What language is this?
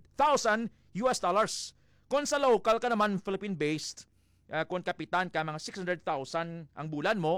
Hiligaynon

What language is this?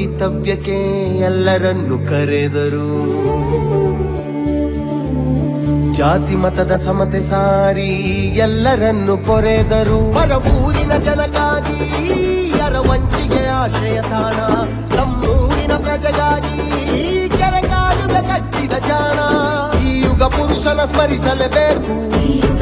Kannada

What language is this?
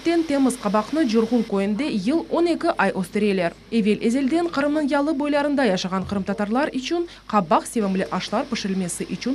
Crimean Tatar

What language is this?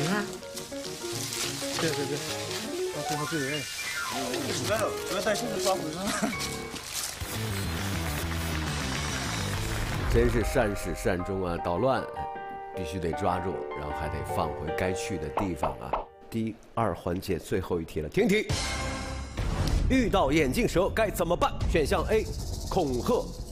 Chinese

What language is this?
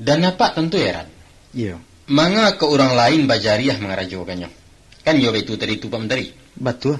Minangkabau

